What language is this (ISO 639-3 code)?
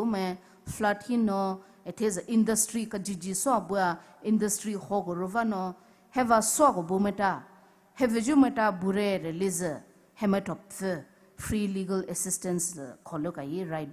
pmx